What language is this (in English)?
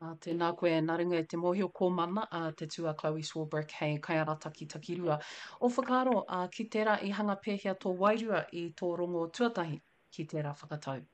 Māori